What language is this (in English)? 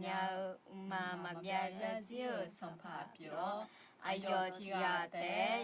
Akha